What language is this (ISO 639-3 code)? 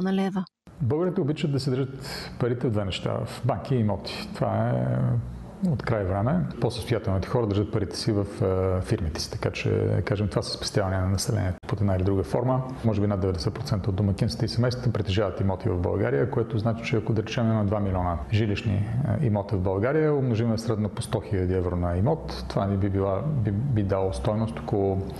bul